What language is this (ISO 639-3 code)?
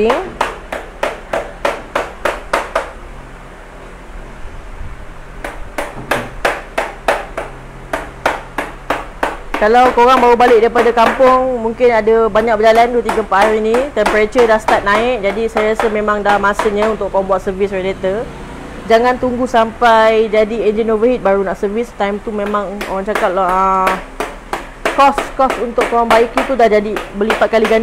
msa